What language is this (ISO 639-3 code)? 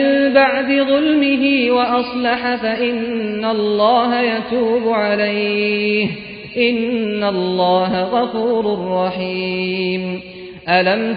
ara